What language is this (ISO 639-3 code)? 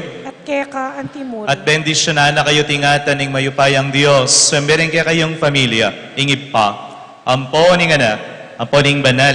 pam